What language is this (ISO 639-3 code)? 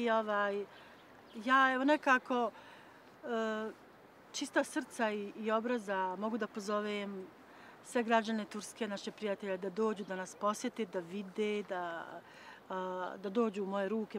bos